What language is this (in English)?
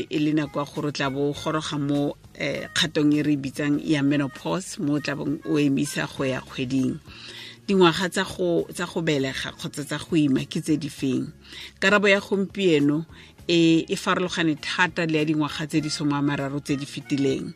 Tswana